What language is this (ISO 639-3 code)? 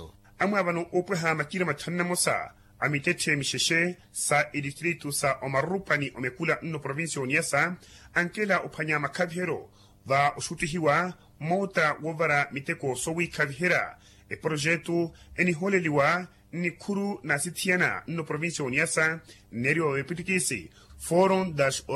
vmw